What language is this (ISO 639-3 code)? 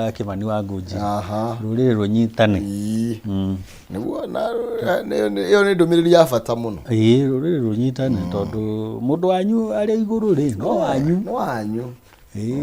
kik